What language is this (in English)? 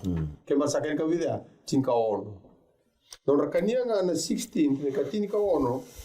Fijian